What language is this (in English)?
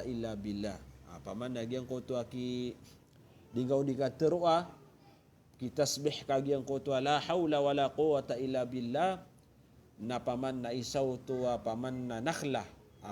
Maranao